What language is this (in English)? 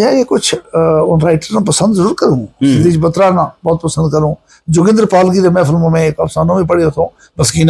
Gujari